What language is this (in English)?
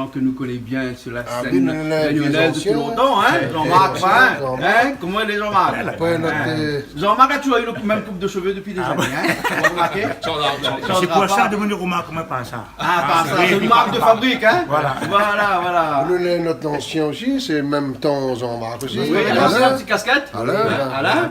Réunion Creole French